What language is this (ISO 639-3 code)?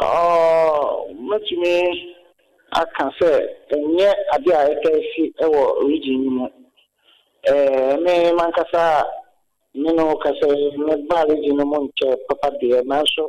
aka